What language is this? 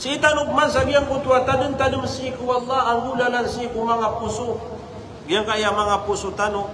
Maranao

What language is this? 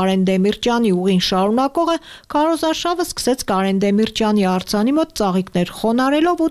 Armenian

